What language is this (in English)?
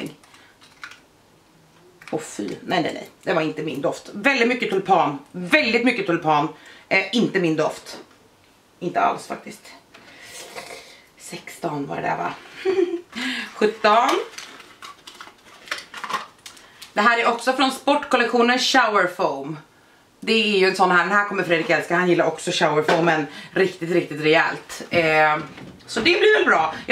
Swedish